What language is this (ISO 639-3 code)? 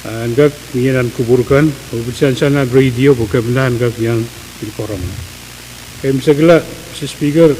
pon